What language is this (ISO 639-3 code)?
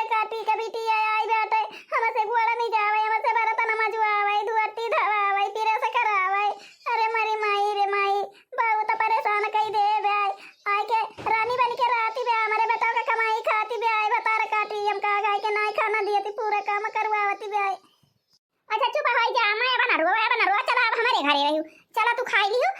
awa